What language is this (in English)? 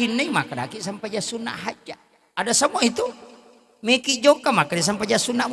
Buginese